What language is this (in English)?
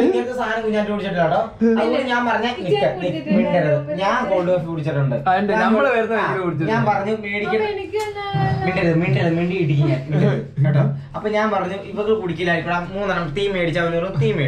Malayalam